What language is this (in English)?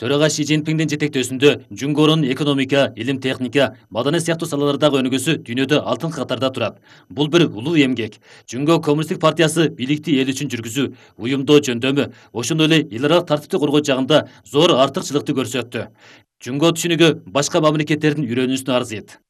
Kyrgyz